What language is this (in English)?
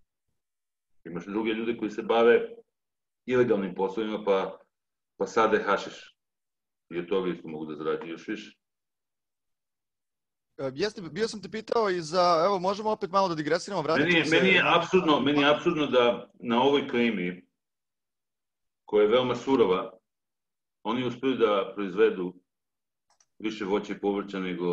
Serbian